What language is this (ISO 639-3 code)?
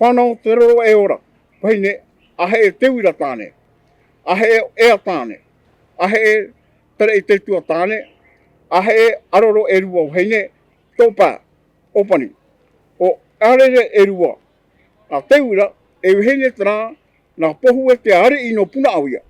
tah